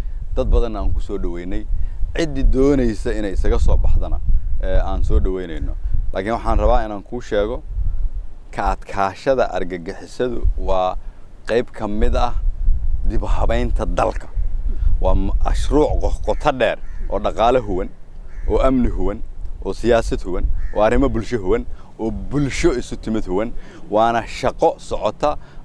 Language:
Somali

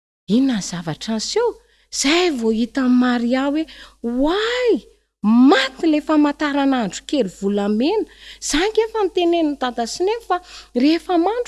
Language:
Malagasy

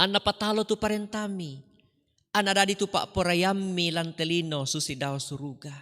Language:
Toraja-Sa'dan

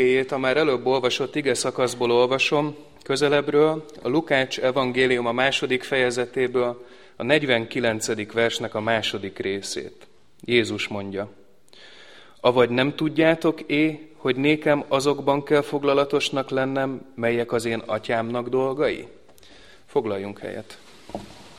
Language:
Hungarian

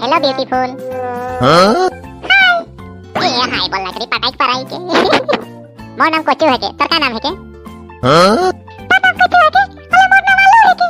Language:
Sadri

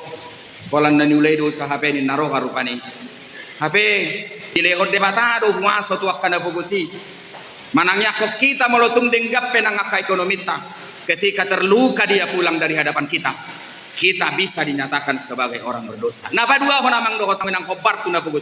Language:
Batak Toba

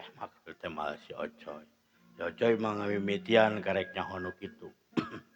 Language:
Sundanese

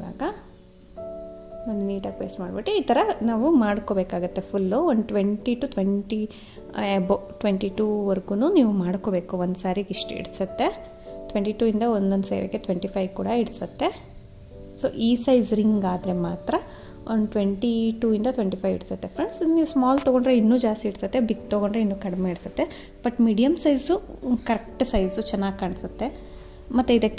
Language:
Kannada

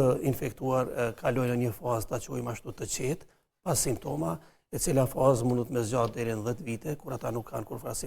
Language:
Albanian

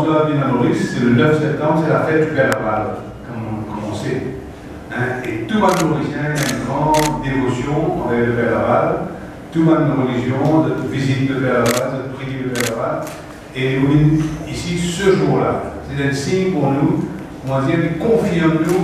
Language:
Morisyen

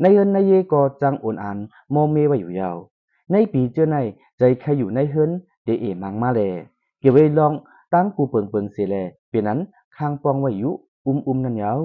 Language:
Lao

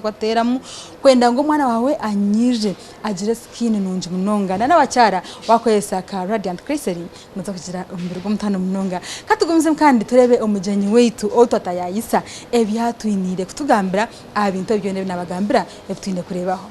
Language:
Nyankole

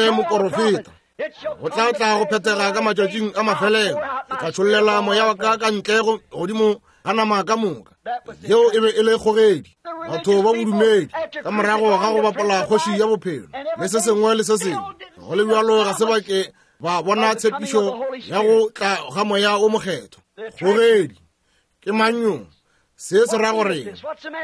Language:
Northern Sotho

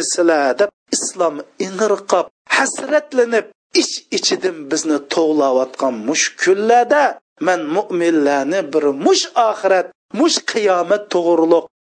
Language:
Uyghur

